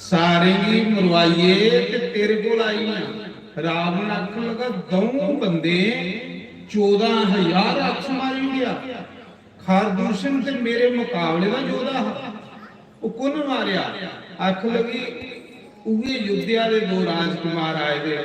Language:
Dogri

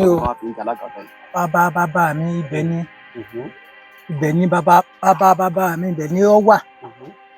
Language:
Yoruba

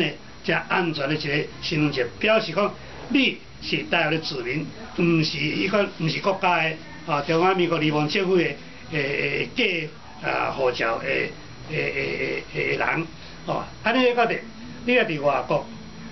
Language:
Min Nan Chinese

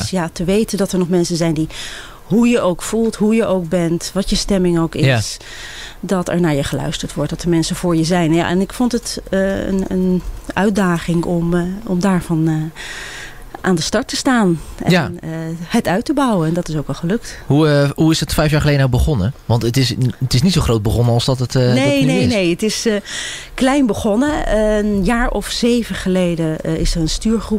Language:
Dutch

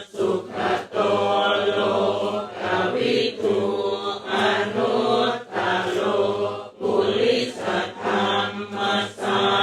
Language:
Pali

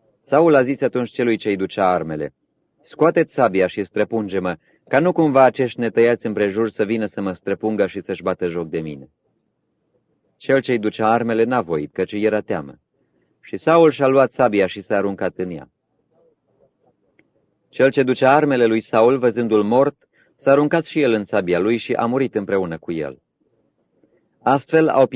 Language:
Romanian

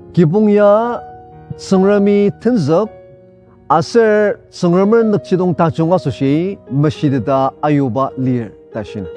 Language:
Ao Naga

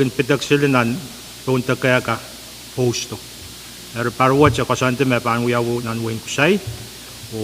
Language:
Pohnpeian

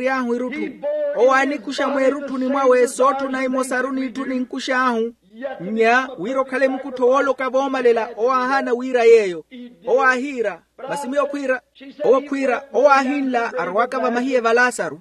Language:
Makhuwa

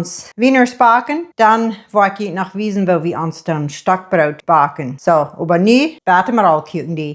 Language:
Plautdietsch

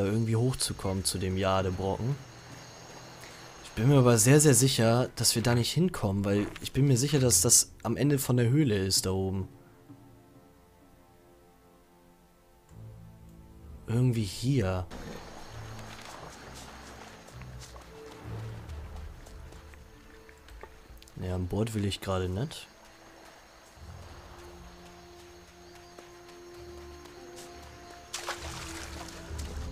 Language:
German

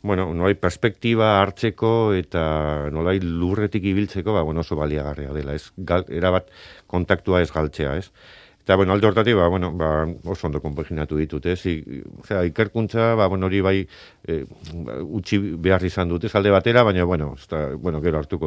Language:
Basque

